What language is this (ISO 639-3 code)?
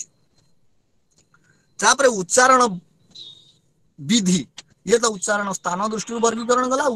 ori